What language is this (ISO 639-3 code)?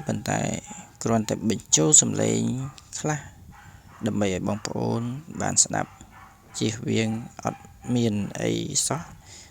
khm